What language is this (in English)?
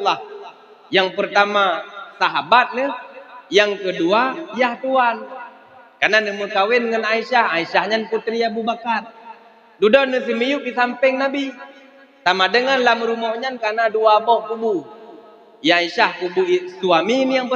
Achinese